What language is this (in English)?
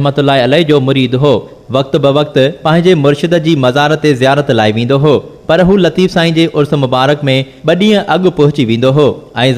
Sindhi